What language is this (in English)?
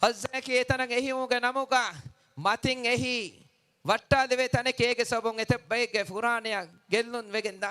Divehi